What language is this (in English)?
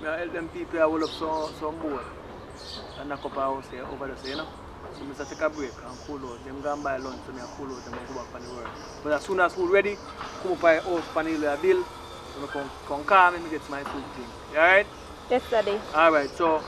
Jamaican Creole English